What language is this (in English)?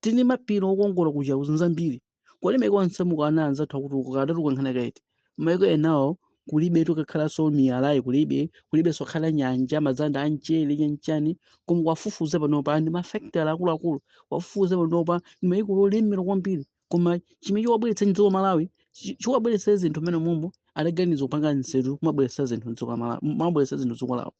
Nyanja